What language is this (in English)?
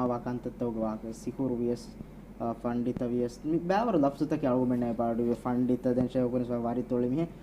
Divehi